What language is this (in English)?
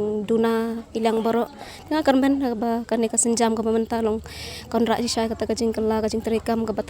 Khasi